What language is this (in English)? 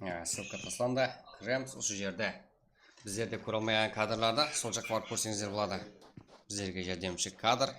Kara-Kalpak